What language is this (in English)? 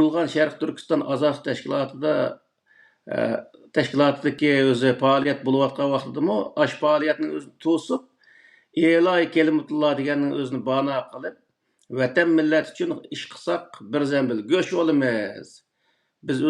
Uyghur